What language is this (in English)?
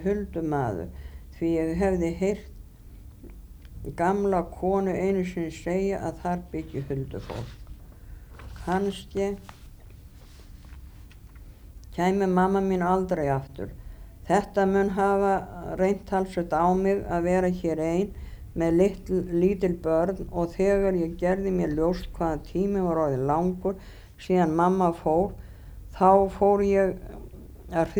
Icelandic